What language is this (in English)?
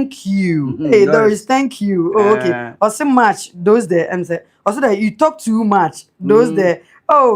Akan